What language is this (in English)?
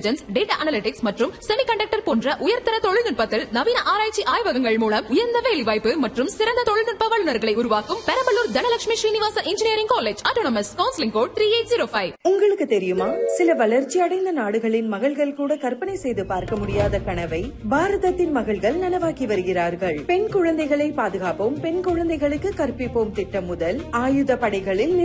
Tamil